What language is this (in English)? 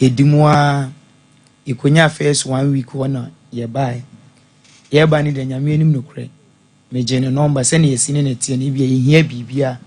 Akan